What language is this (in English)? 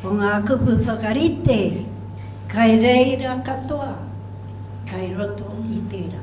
Māori